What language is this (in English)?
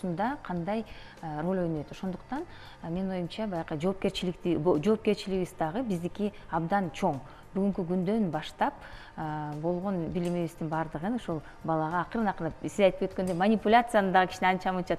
Kyrgyz